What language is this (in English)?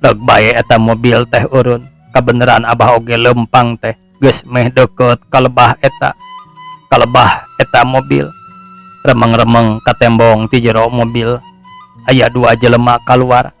Sundanese